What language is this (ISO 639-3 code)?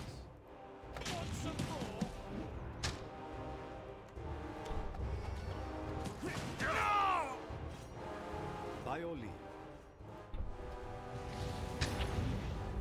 eng